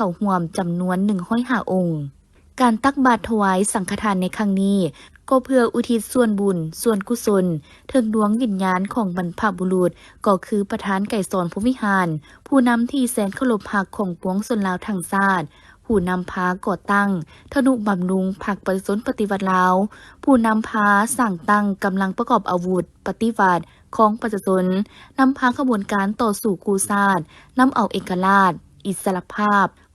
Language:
Lao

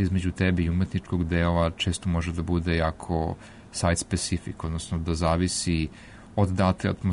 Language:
Serbian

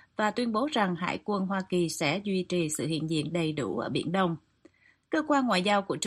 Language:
Vietnamese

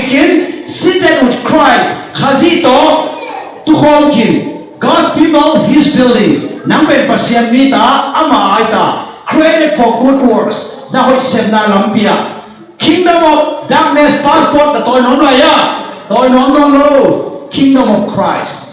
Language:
Tedim Chin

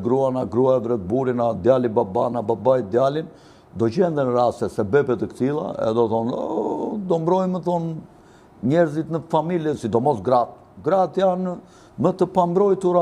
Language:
Albanian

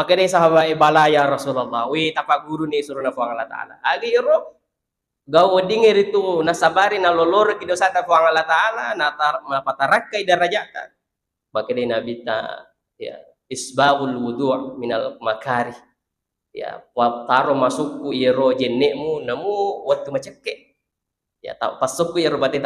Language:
Buginese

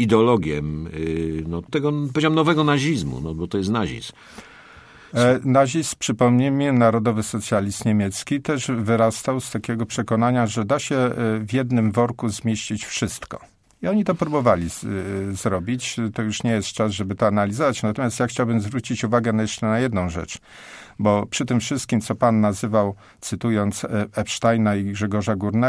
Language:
Polish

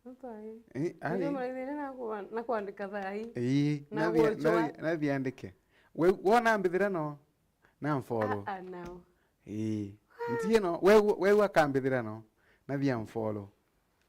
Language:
Meru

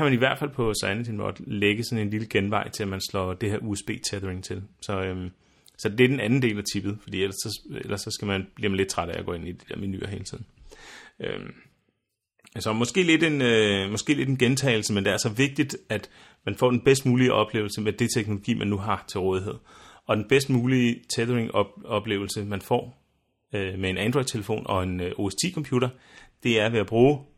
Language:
Danish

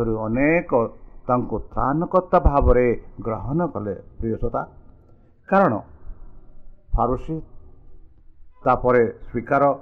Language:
Odia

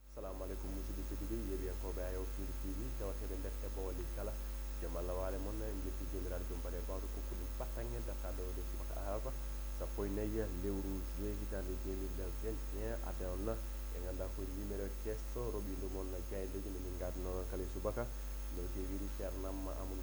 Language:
Fula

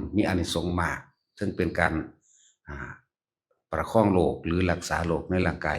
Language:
Northeastern Thai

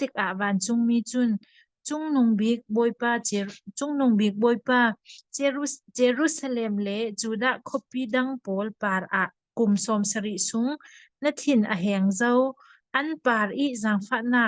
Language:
Falam Chin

